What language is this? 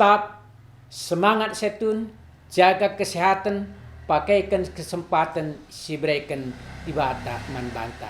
Batak Karo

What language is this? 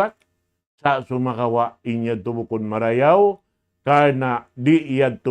Tausug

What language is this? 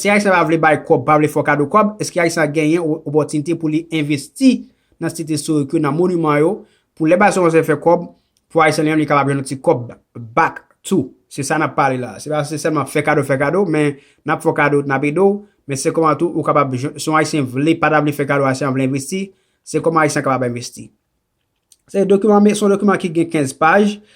Haitian Creole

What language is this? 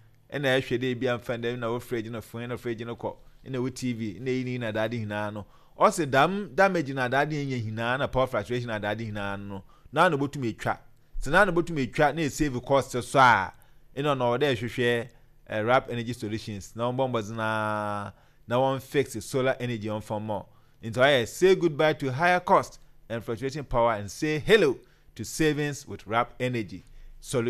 Akan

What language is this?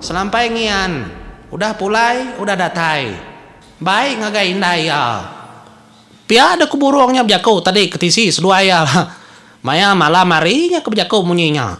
Iban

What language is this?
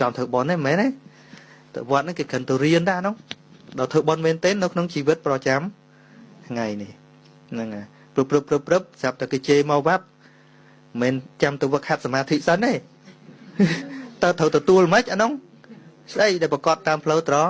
Khmer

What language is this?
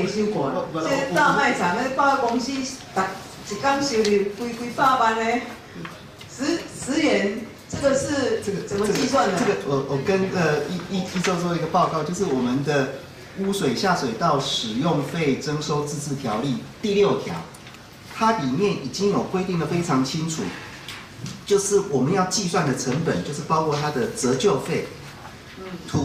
Chinese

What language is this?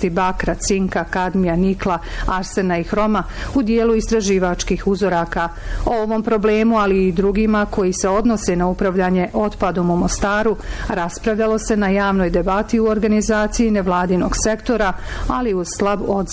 Bosnian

